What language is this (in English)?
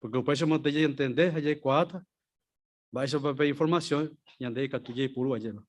Guarani